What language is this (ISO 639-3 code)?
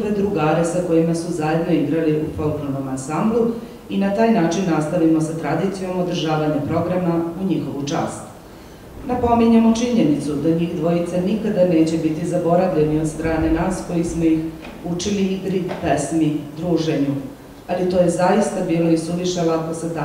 srp